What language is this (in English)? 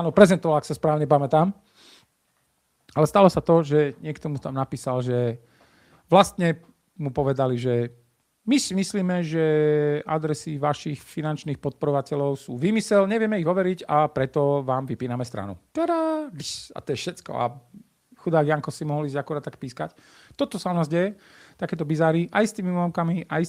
Slovak